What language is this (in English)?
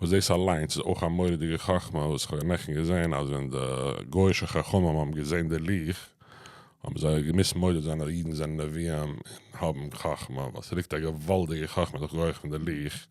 Yiddish